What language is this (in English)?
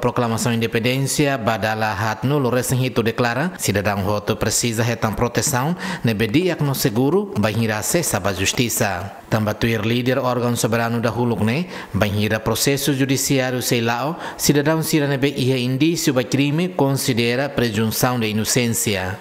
Tetum